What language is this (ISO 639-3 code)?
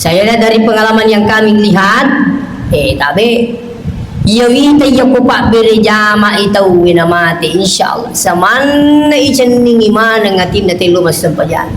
bug